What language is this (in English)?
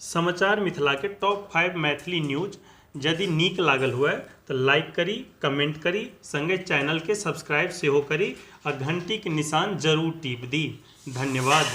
Maithili